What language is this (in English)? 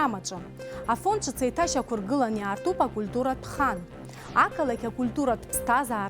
Abkhazian